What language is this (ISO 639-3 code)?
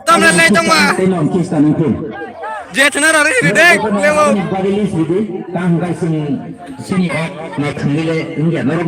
trp